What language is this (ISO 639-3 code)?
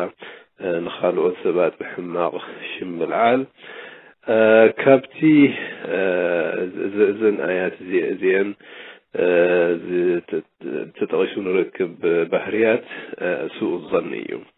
tir